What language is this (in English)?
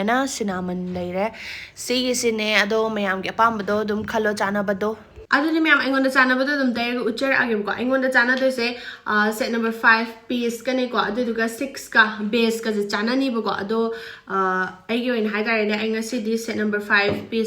Manipuri